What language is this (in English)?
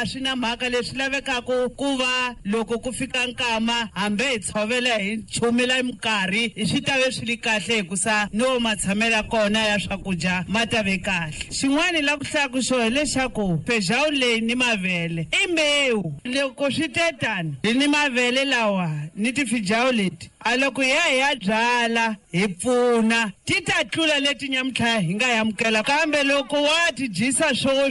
Tsonga